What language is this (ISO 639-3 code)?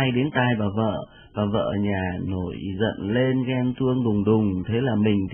vie